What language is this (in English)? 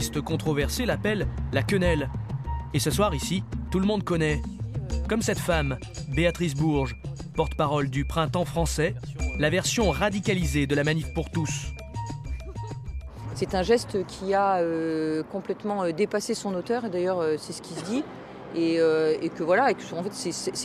French